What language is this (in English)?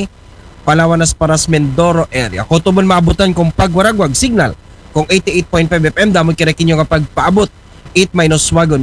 Aklanon